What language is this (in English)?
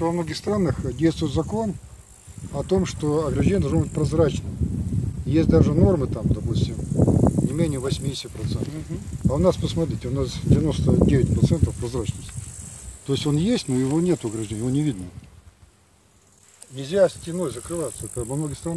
Russian